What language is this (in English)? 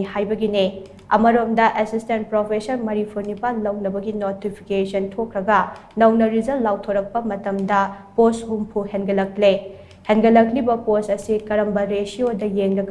Manipuri